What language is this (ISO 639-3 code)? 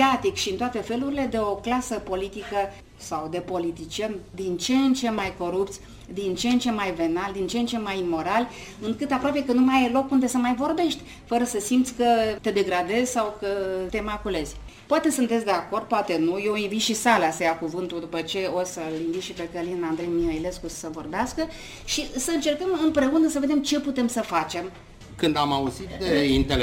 ron